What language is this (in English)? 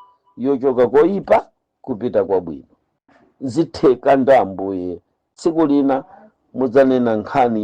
Nyanja